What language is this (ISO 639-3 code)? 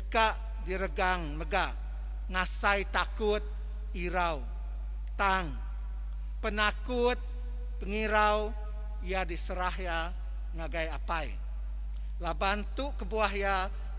iba